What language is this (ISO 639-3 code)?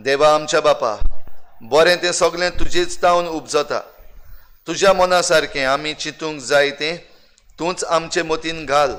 kok